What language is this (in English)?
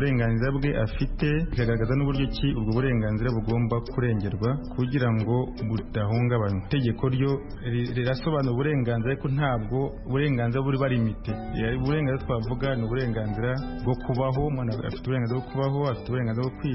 Kinyarwanda